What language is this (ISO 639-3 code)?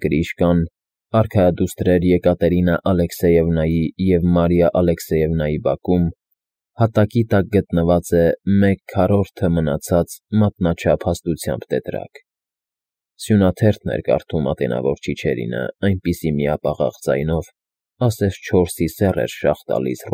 hye